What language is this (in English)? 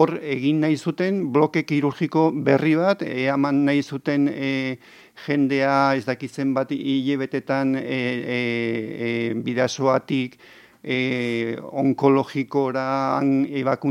Basque